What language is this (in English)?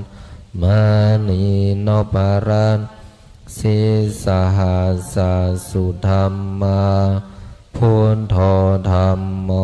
Pali